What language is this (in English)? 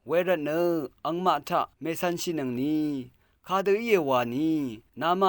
Rawang